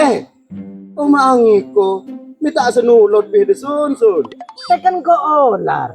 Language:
Madurese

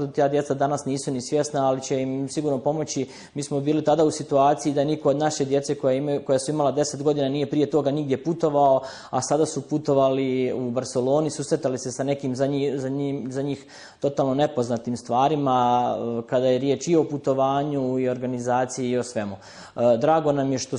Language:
Bosnian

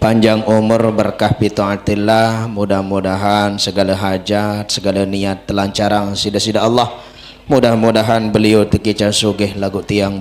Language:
Sasak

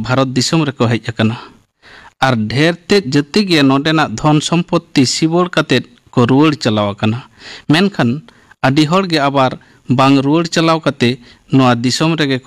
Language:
Santali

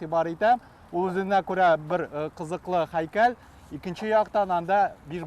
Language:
Tatar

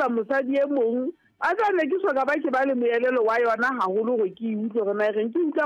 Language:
Southern Sotho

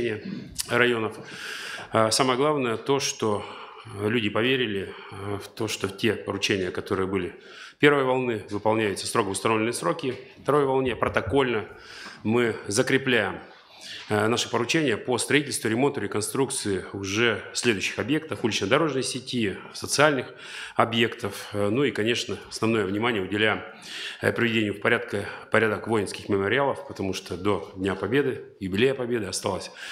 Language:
Russian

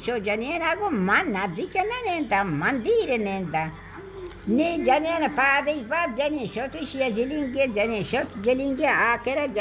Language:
Baluchi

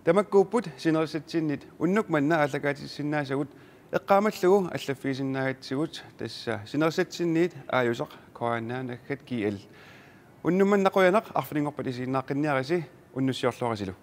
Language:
Kalaallisut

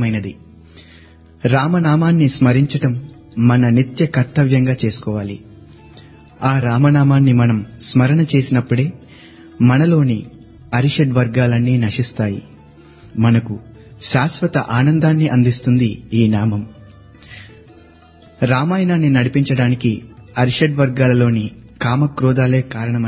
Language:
Telugu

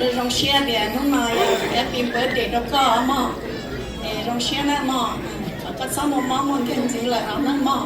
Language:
Hmong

